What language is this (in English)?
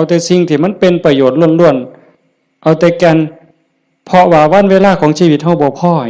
Northeastern Thai